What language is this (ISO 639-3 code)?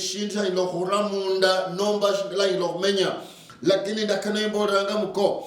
luy